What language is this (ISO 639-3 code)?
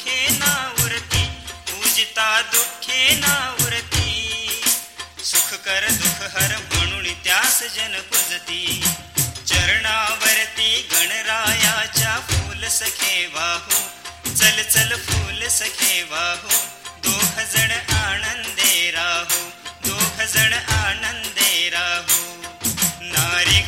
mar